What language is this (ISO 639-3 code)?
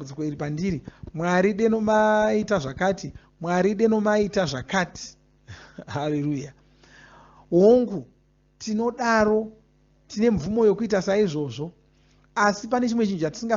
sna